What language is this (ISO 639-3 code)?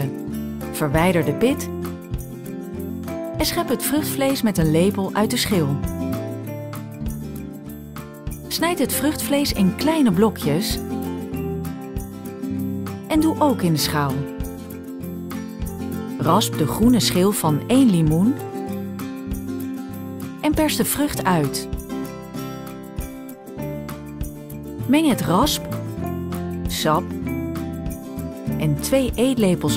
nld